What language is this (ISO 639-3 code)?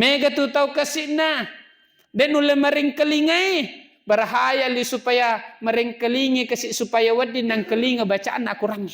bug